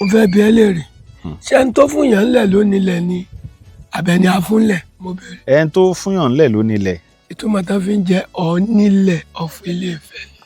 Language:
Yoruba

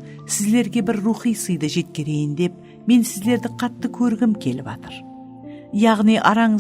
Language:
Kara-Kalpak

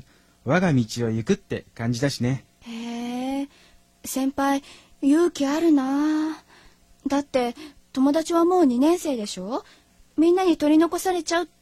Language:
Japanese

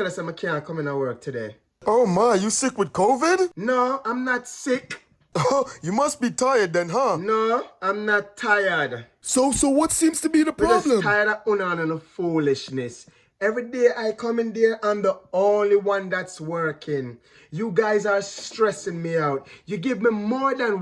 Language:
Jamaican Creole English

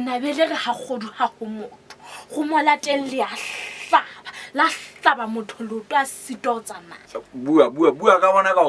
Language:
Southern Sotho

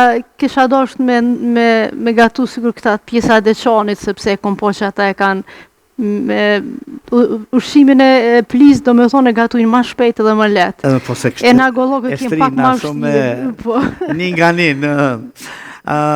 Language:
Albanian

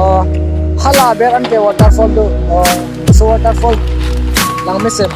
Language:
Karbi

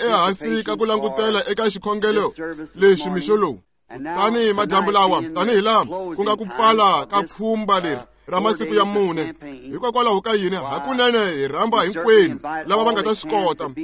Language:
Tsonga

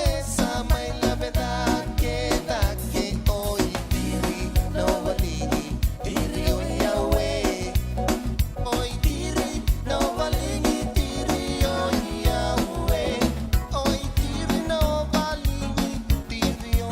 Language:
Fijian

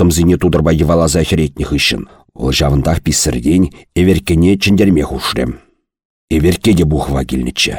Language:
Chuvash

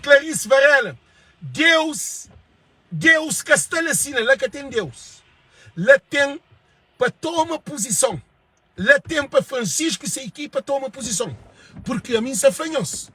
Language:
Kabuverdianu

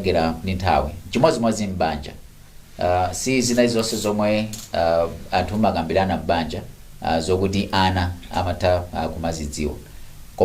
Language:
Nyanja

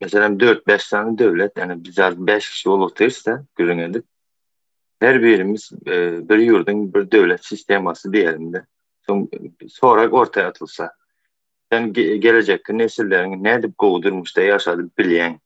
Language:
Turkmen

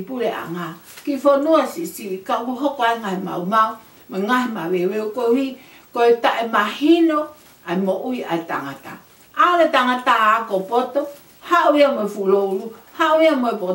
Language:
Tongan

